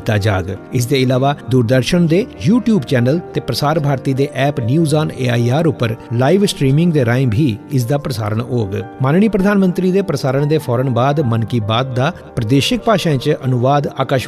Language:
Dogri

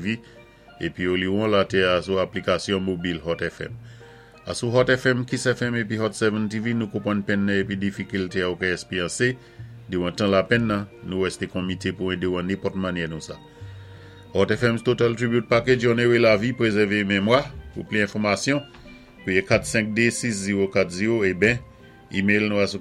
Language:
Saint Lucian Creole French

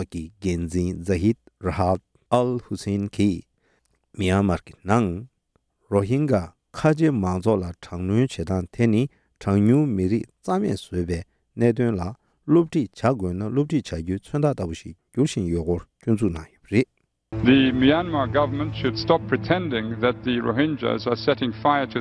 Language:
Tibetan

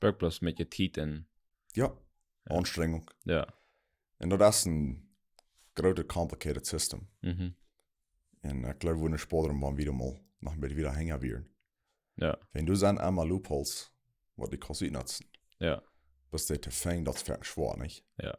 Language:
Plautdietsch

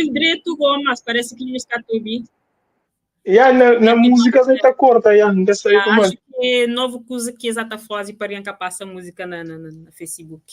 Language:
Kabuverdianu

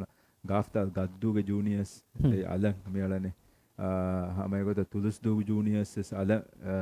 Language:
Divehi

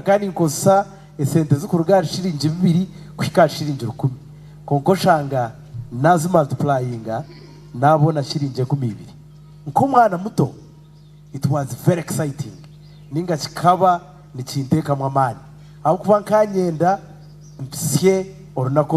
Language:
Nyankole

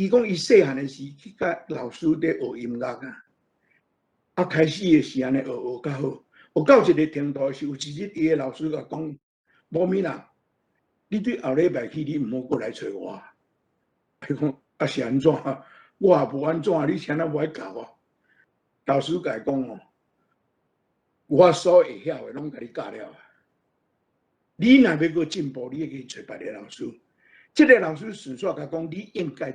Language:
Min Nan Chinese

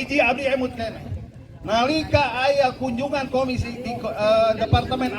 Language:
Sundanese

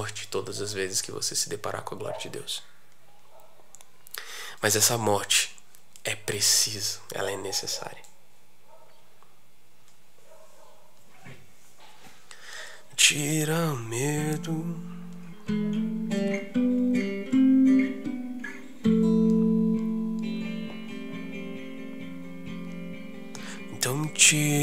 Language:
Portuguese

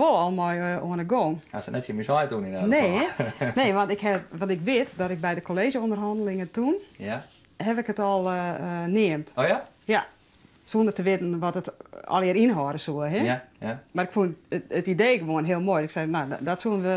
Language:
Western Frisian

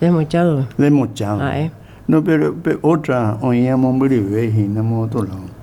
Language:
Guarani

